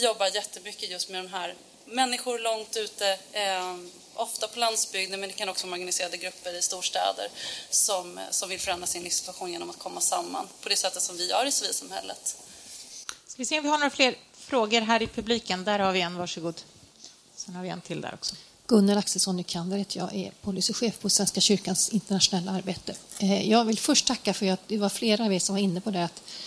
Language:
Swedish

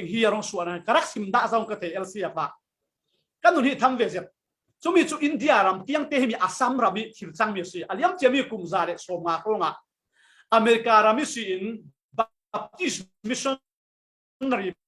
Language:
Falam Chin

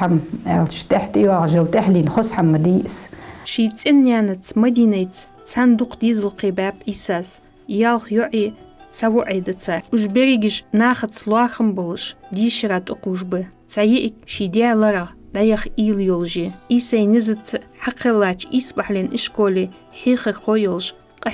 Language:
Ingush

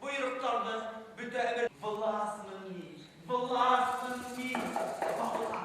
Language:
Bashkir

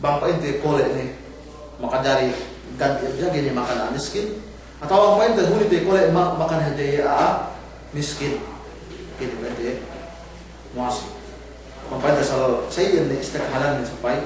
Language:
Yakan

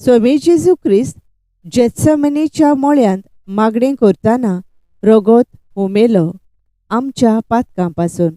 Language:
Konkani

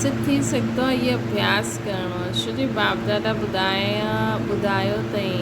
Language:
Sindhi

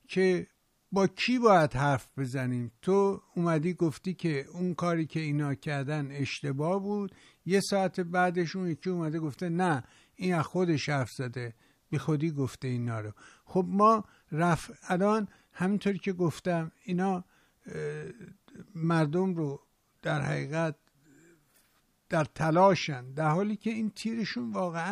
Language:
Persian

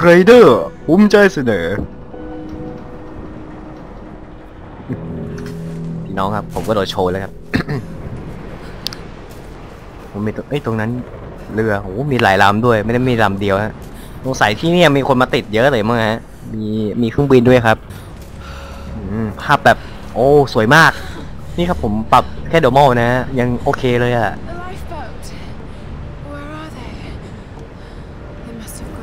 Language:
Thai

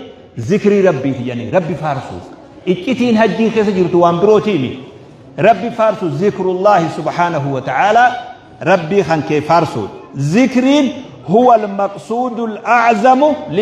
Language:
Oromo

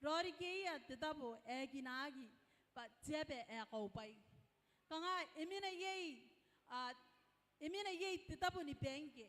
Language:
Gilbertese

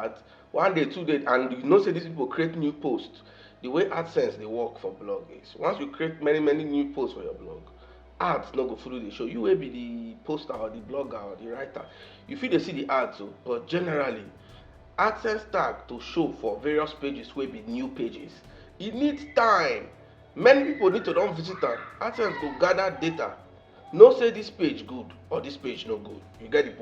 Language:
Nigerian Pidgin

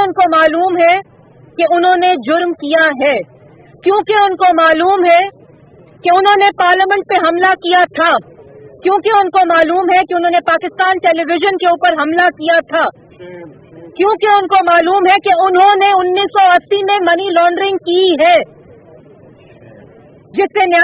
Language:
Urdu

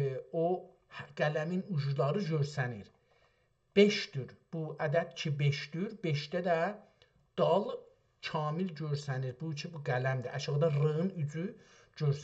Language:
South Azerbaijani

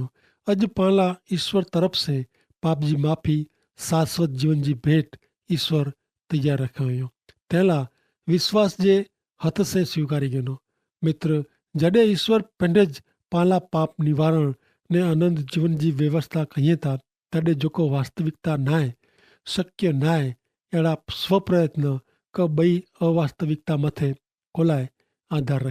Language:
Kachhi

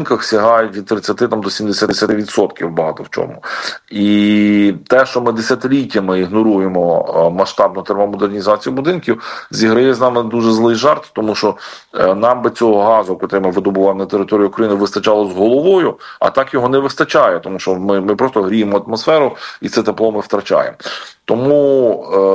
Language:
Ukrainian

